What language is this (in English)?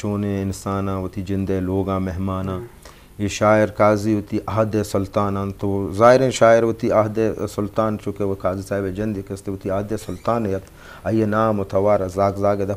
Eastern Balochi